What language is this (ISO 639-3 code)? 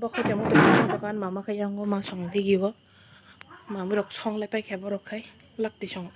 trp